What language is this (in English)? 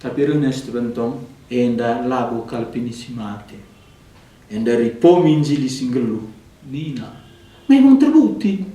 Batak Karo